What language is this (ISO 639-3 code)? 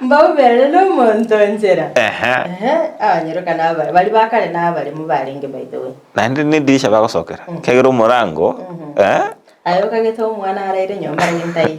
guz